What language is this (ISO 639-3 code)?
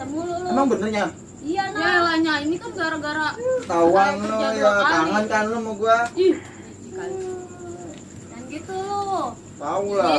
bew